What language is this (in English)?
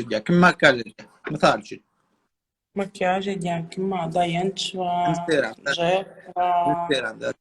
Turkmen